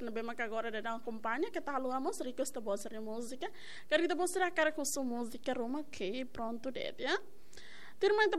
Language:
Tetum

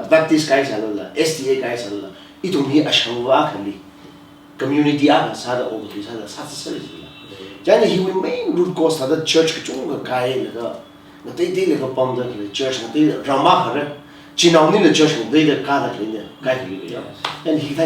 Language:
Tangkhul Naga (India)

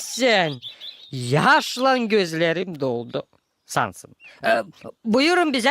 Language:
Gagauz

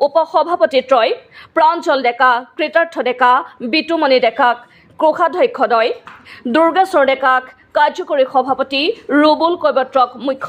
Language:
Assamese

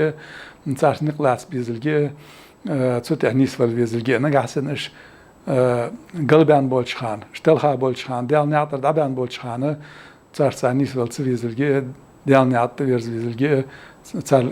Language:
Ingush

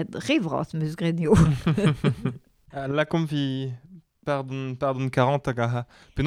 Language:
Breton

